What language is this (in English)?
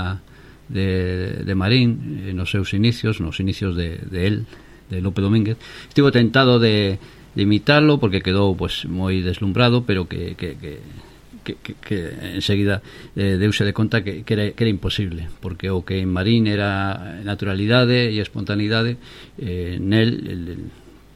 Galician